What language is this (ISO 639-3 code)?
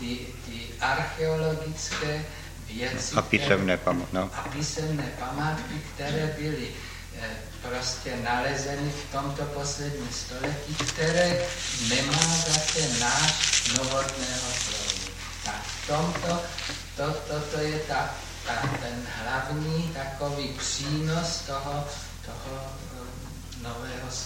ces